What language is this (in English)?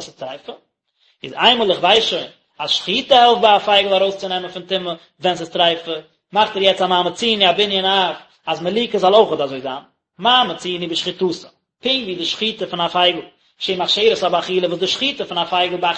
Yiddish